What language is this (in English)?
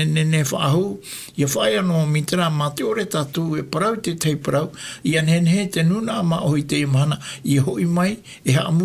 Tahitian